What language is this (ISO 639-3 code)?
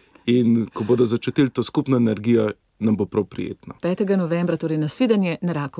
slv